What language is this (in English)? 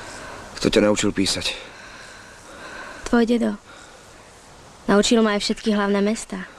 Slovak